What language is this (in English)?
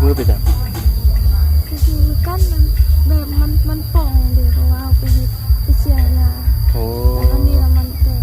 Lao